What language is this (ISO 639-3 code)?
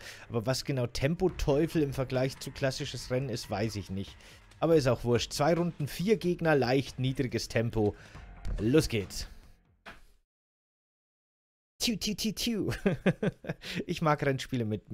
deu